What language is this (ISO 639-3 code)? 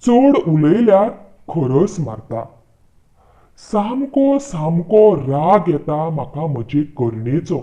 kok